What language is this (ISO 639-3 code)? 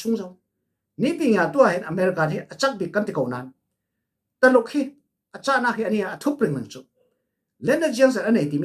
cfm